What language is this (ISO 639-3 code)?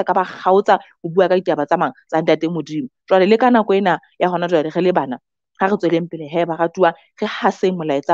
sot